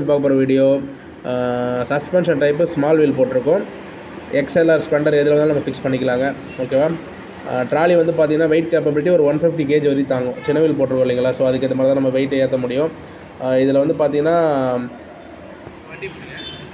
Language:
Tamil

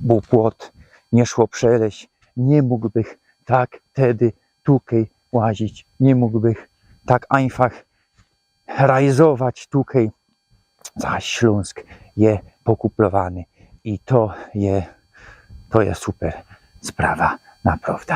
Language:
Silesian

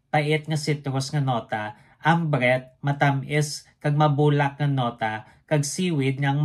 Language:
Hiligaynon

